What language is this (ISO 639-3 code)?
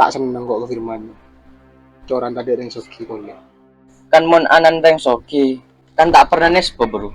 mad